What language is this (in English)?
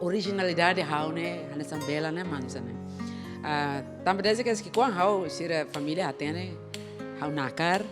Tetum